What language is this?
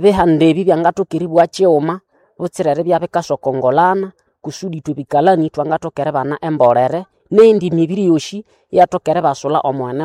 Nande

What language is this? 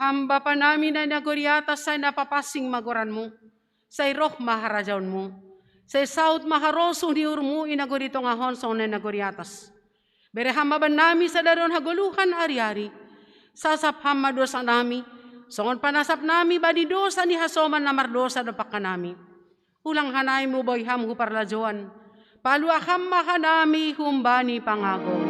Batak Simalungun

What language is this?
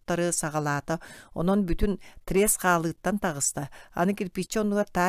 Yakut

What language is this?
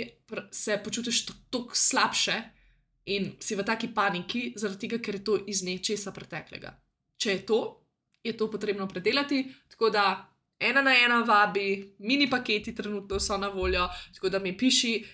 Slovenian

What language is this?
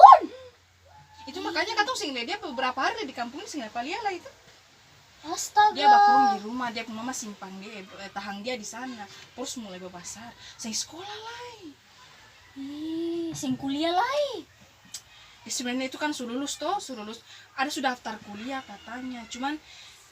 Ambonese Malay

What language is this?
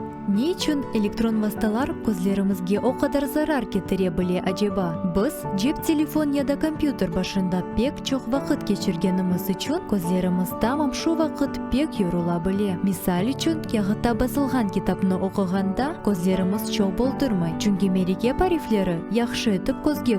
Crimean Tatar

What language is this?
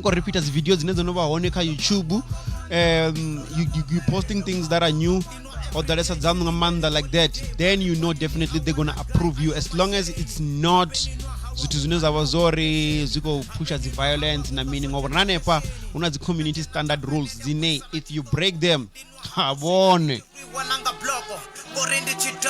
Venda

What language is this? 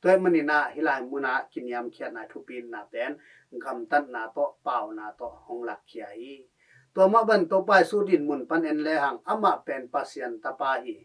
Tedim Chin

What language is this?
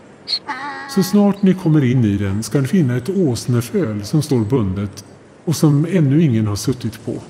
Swedish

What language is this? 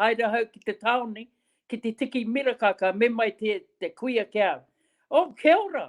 Māori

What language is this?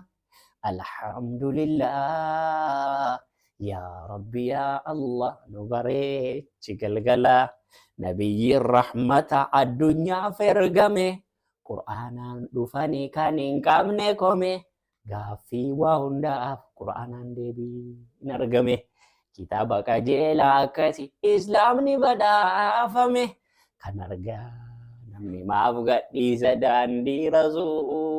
Oromo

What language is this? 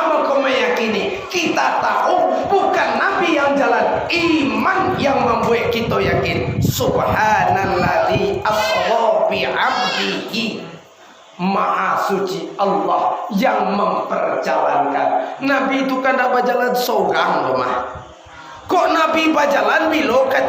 Minangkabau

